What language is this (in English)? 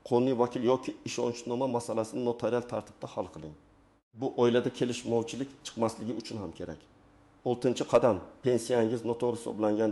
Uzbek